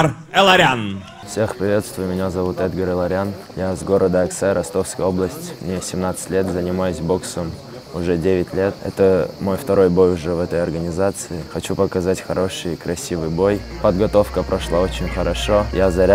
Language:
Russian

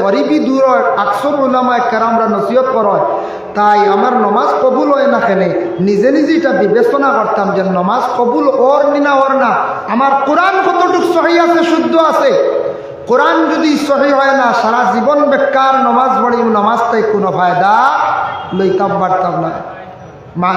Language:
Sylheti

